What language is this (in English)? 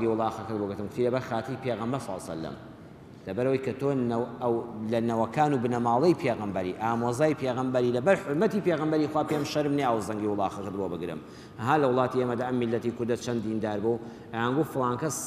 Central Kurdish